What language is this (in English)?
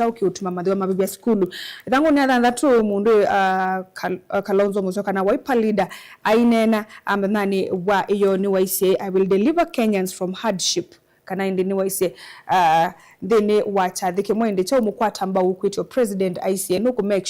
Kamba